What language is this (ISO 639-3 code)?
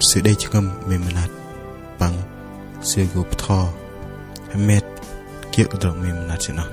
bdq